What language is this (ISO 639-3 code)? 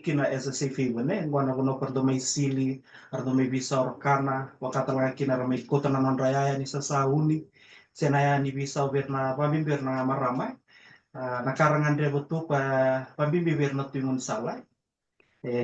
fij